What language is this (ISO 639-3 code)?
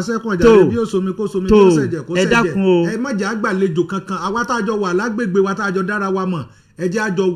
yor